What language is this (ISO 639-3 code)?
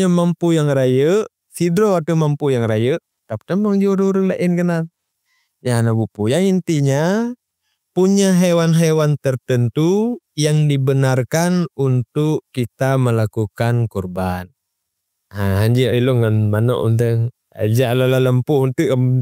ace